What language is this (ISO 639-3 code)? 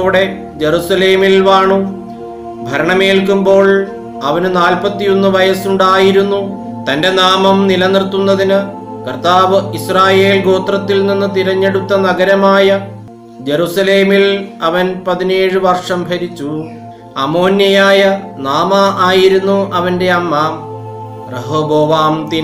mal